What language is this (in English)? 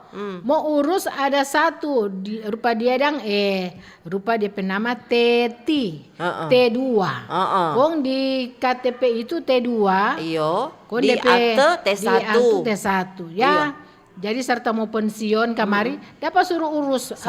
Manado Malay